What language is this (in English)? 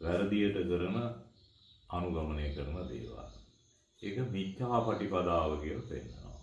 Sinhala